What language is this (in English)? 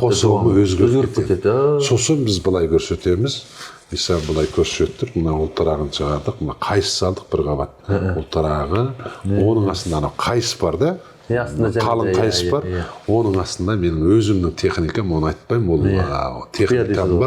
Kazakh